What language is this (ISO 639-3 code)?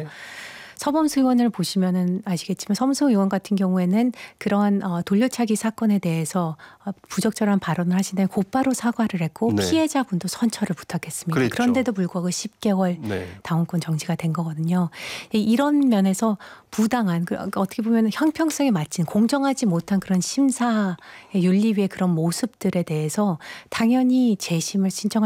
kor